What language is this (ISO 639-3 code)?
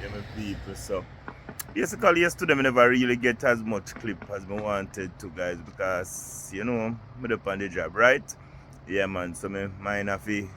jam